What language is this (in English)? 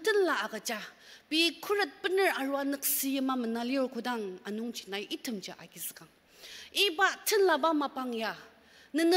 Ao Naga